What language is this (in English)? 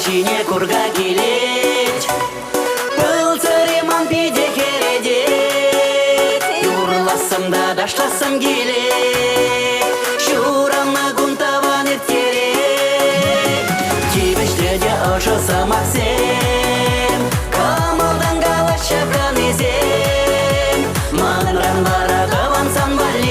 Chuvash